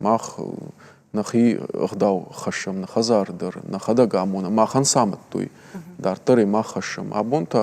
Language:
Ossetic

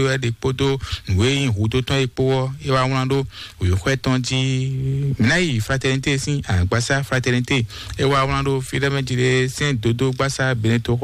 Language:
Fon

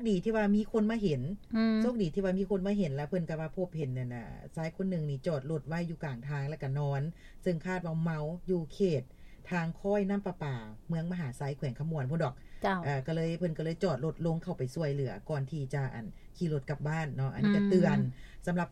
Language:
Lao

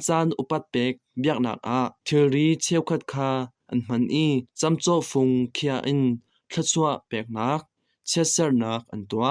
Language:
Hakha Chin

